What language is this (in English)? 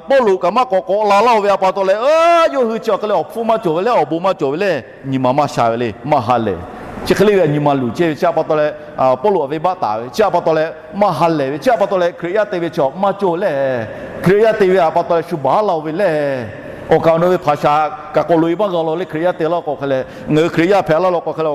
Lahu